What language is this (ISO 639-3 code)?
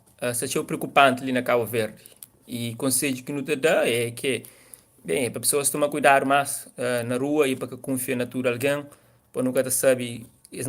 kea